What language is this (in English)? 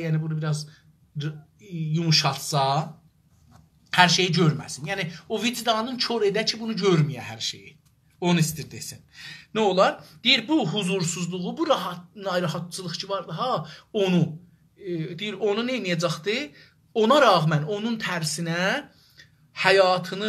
South Azerbaijani